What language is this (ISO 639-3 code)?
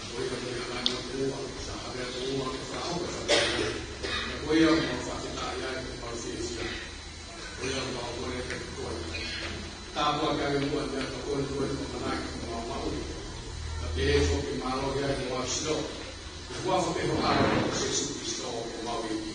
ton